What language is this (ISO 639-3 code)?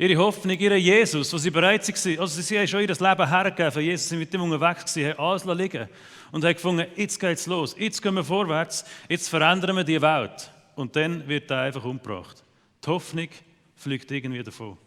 gsw